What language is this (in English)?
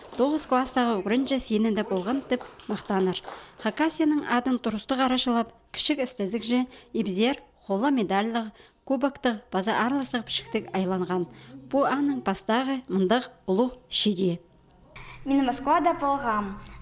Khakas